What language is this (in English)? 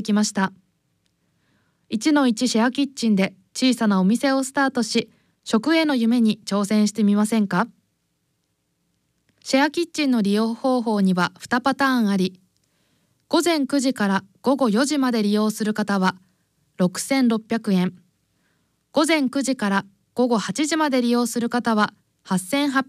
Japanese